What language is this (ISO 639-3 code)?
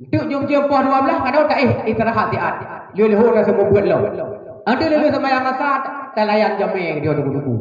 ace